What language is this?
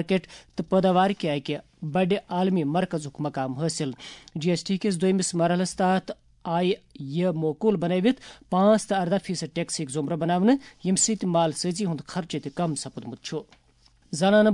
Kashmiri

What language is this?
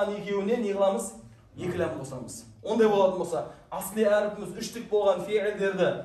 Kazakh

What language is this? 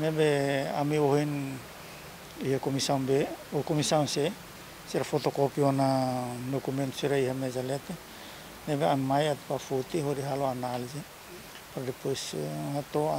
Tetum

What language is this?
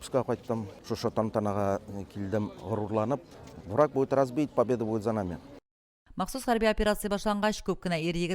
Tatar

